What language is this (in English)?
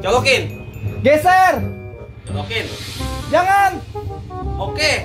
Betawi